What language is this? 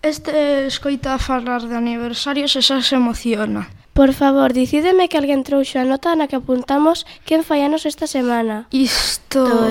Galician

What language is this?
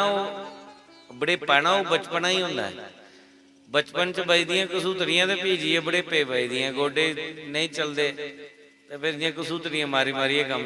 Dogri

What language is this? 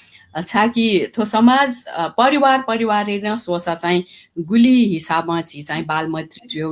Newari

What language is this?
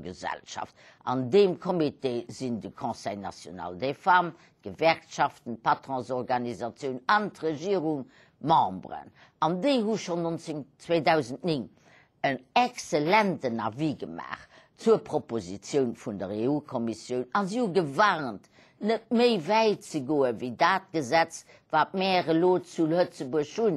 Luxembourgish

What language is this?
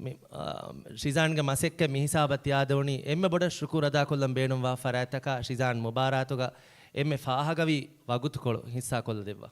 Divehi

